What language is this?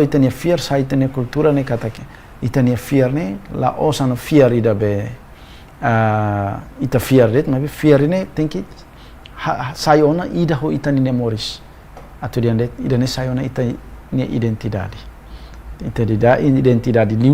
Tetum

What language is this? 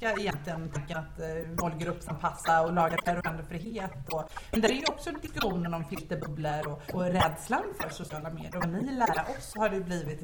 Swedish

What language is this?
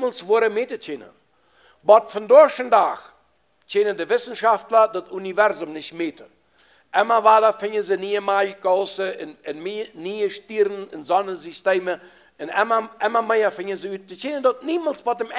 Plautdietsch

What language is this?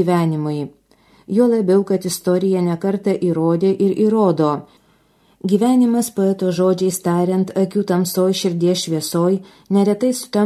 Lithuanian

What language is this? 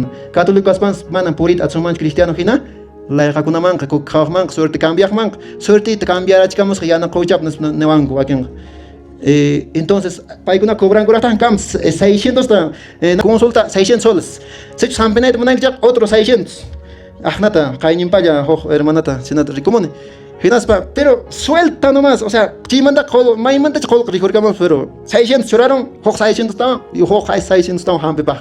Quechua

